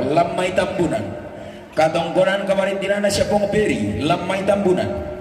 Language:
Toraja-Sa'dan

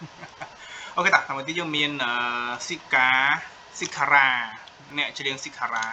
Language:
Khmer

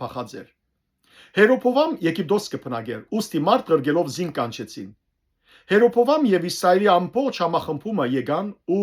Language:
Western Armenian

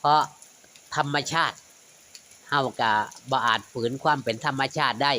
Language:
Northeastern Thai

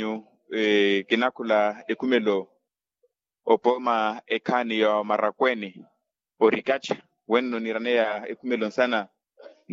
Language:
Makhuwa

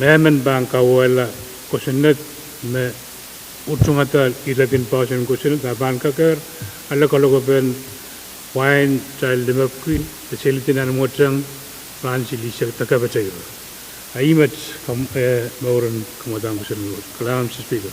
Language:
Pohnpeian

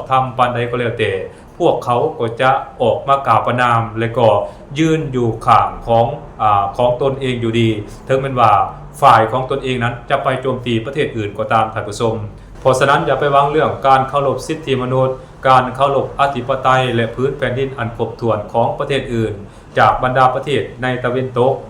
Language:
Lao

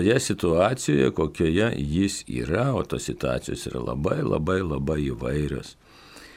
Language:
Lithuanian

